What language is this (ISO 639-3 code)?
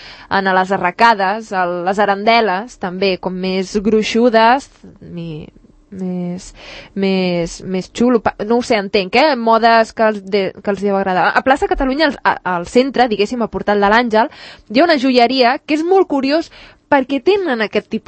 cat